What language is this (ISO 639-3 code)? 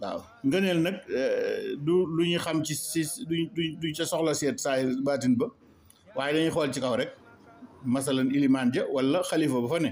wol